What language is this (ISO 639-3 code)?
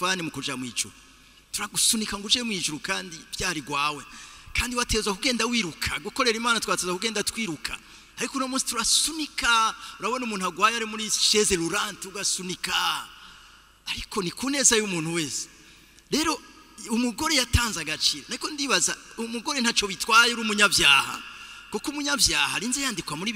run